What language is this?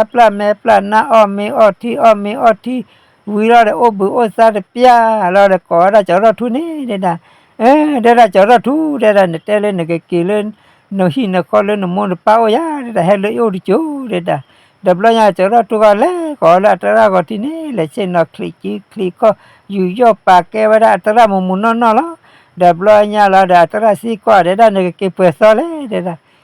S'gaw Karen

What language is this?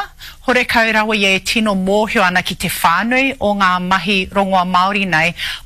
Māori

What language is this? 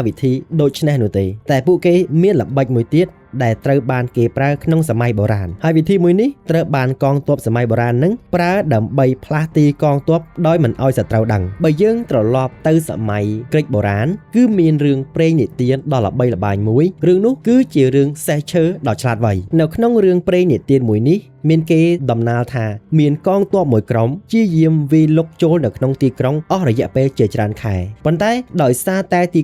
Khmer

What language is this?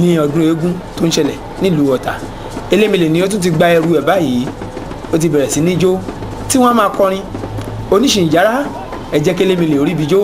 Yoruba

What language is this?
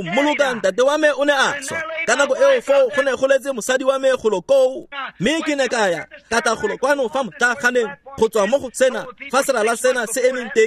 Tswana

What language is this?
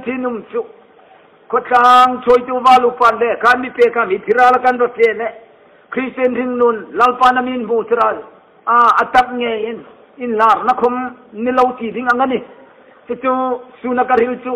Hmar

